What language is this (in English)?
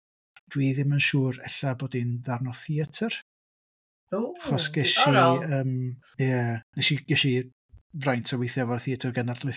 Welsh